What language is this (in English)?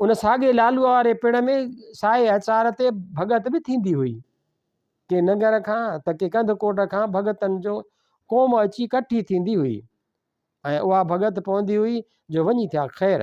Sindhi